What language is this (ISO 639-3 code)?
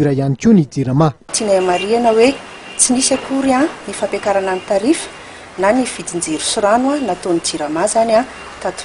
mlg